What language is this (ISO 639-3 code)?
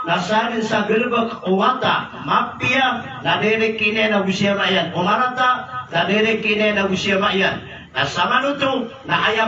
mrw